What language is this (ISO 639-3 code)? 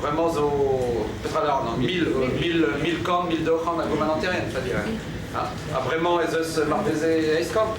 bre